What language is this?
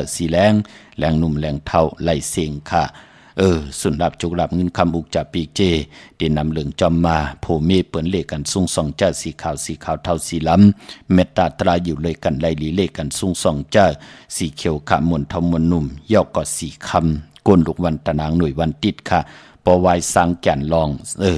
Shan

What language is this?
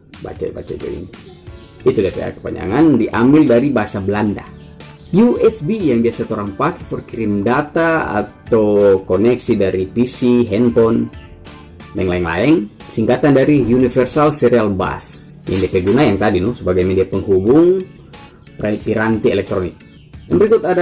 Manado Malay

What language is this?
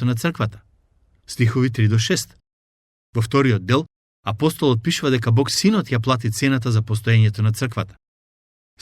Macedonian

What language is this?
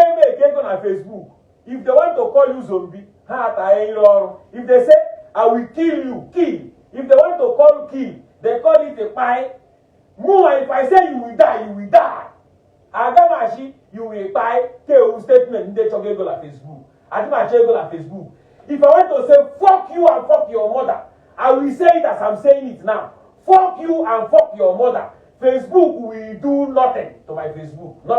Igbo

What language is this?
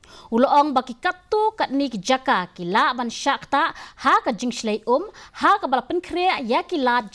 Khasi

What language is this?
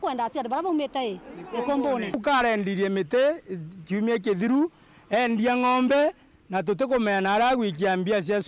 Meru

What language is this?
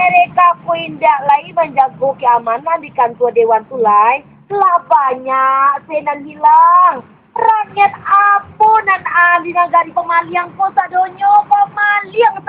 Minangkabau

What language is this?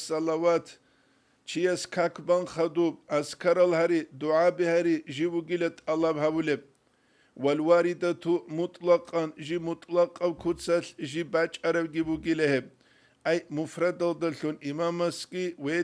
Avaric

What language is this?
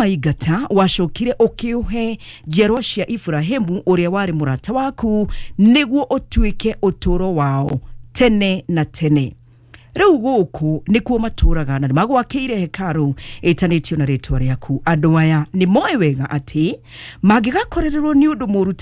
Kikuyu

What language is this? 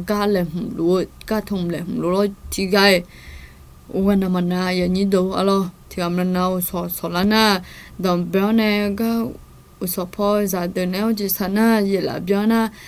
Akha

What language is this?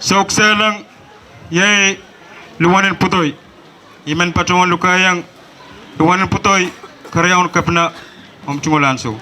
Pohnpeian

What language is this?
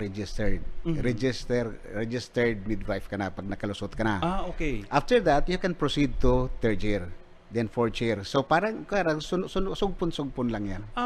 Bikol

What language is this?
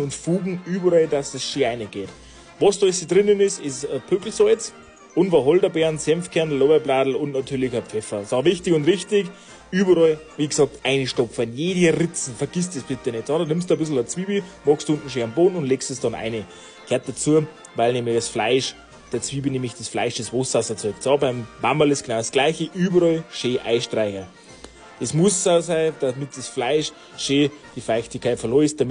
Bavarian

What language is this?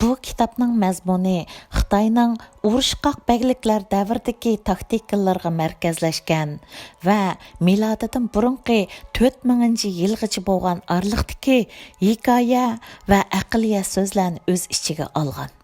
Uyghur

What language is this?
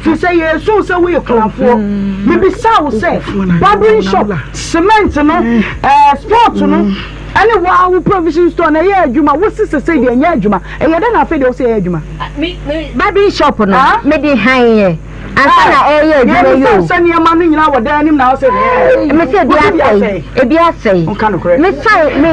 Akan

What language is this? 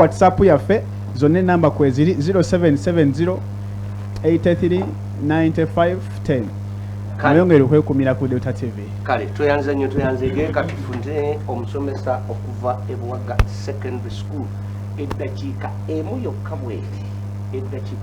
Ganda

